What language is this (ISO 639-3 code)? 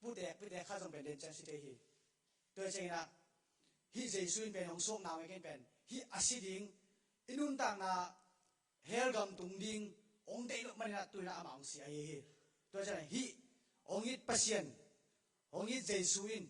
ctd